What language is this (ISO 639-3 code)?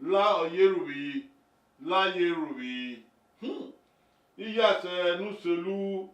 bin